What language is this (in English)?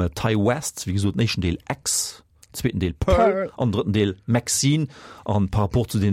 Luxembourgish